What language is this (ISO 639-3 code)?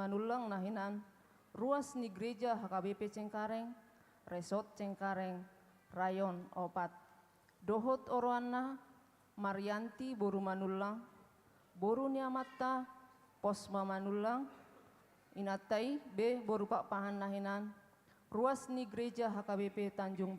bbc